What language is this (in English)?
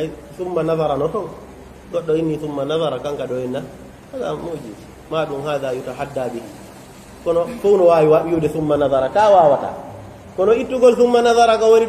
Pular